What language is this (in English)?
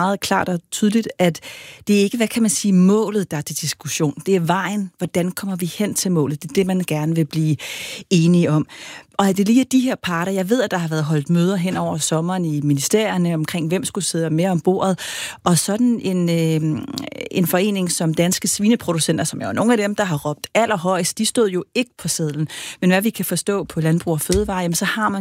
Danish